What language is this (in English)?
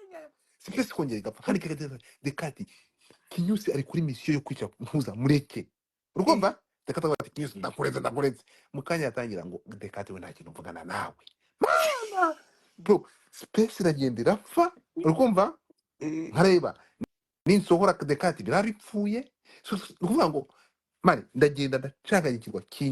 Kinyarwanda